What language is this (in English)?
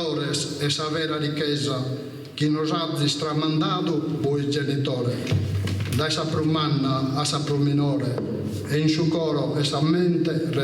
Sardinian